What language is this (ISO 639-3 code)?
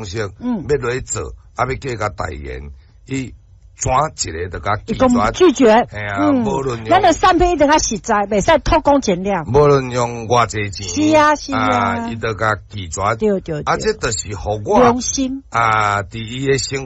nan